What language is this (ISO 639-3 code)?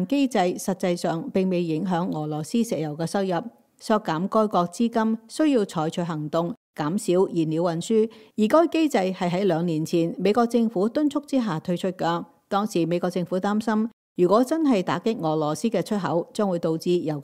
yue